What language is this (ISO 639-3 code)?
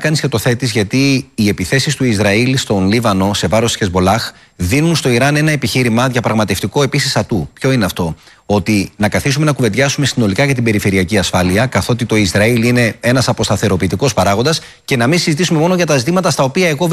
ell